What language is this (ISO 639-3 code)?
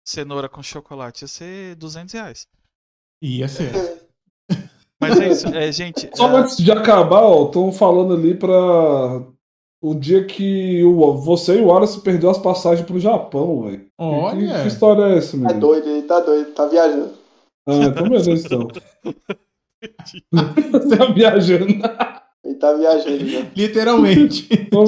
por